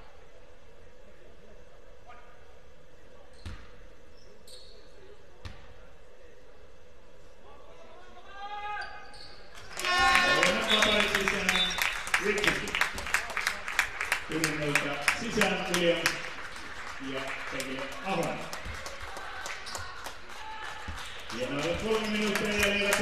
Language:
Finnish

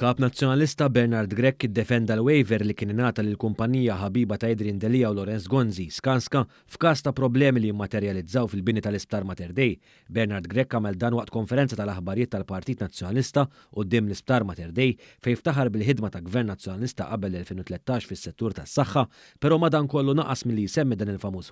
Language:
Maltese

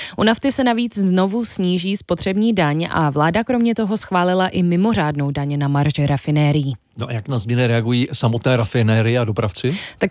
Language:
Czech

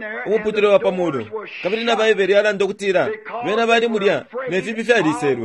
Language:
Bemba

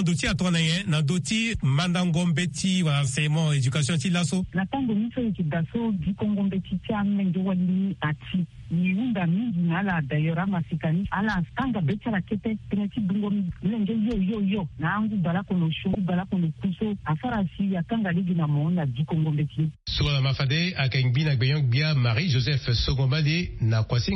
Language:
Sango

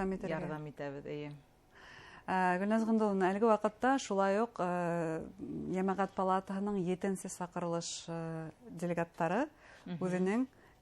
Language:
Bashkir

